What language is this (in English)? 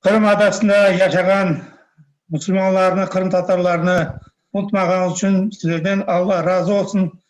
Crimean Tatar